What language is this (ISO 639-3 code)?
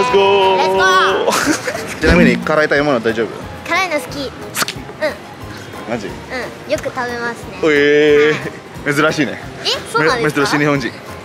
jpn